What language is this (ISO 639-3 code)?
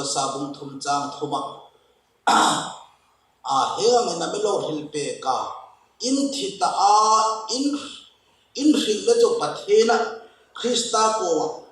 hmr